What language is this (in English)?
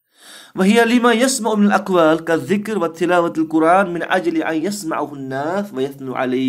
Kashmiri